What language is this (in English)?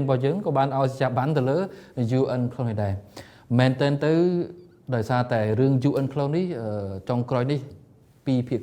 Khmer